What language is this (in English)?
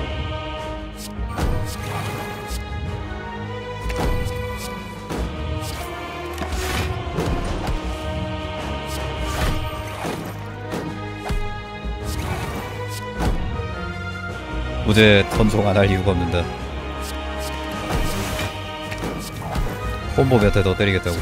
Korean